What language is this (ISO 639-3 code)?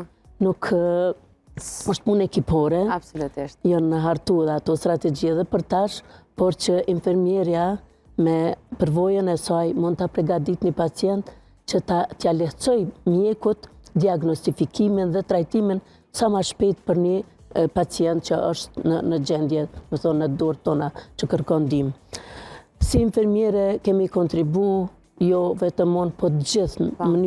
sqi